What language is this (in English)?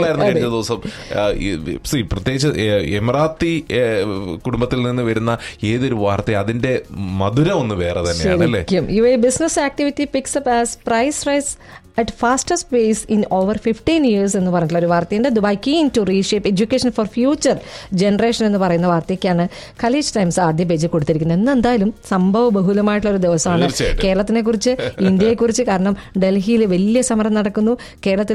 Malayalam